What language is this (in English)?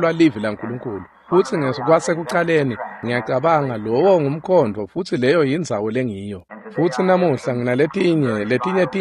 Swati